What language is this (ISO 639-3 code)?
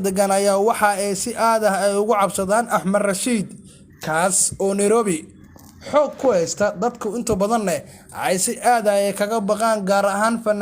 som